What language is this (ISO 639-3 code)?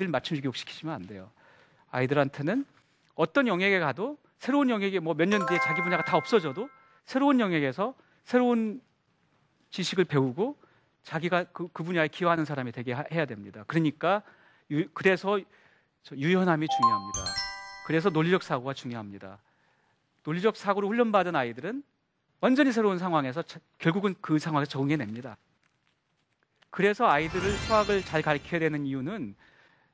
kor